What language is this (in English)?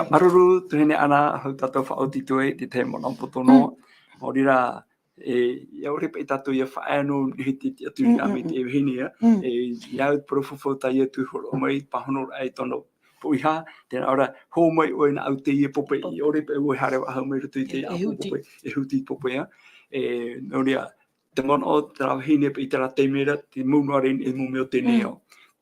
Tahitian